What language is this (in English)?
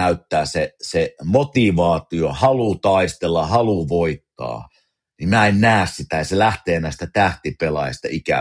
Finnish